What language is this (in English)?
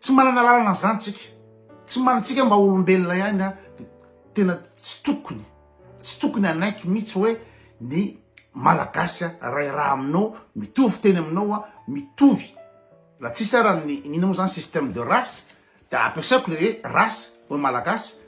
Malagasy